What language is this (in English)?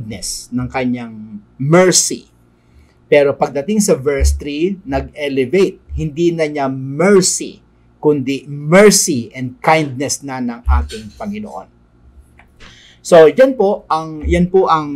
Filipino